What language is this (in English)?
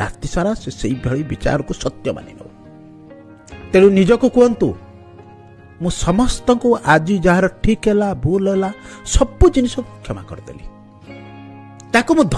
Odia